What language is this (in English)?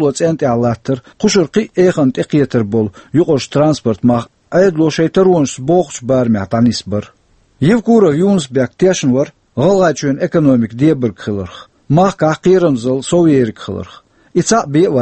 Chechen